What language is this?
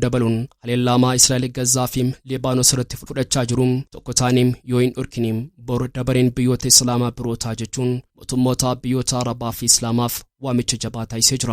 Oromo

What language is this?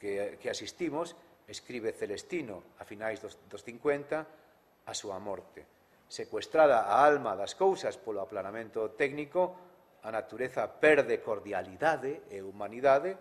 Galician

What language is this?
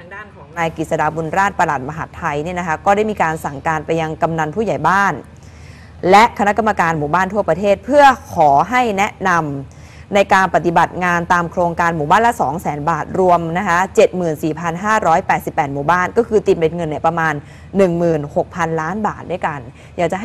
Thai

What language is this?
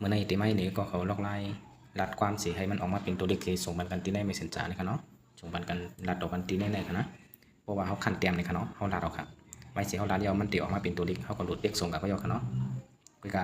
Shan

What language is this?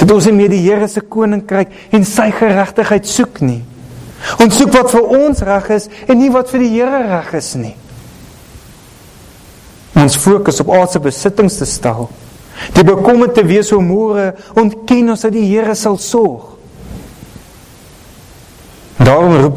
Afrikaans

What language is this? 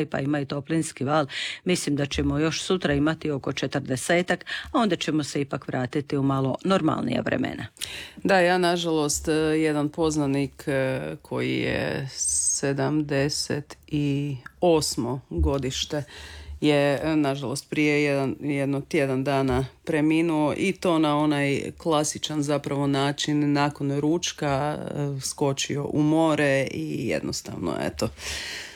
Croatian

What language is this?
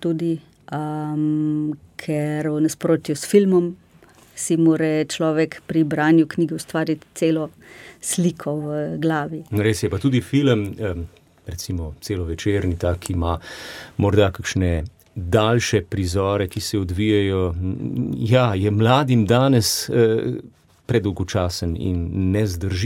Slovenian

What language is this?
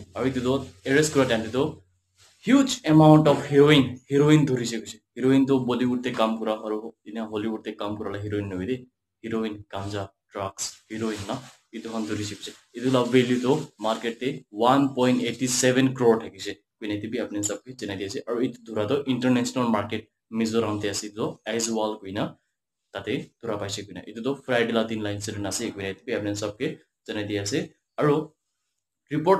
Naga Pidgin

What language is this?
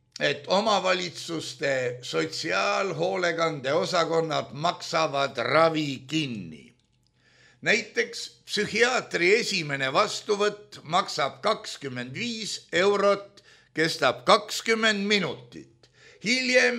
Estonian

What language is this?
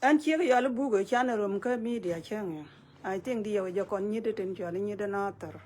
Nuer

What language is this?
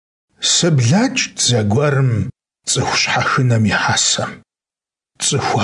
Kabardian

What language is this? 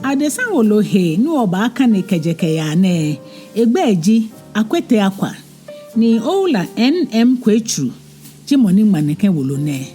Ga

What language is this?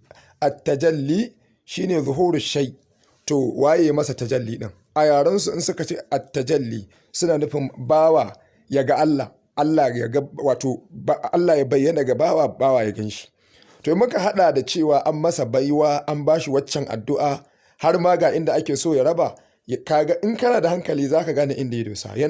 Hausa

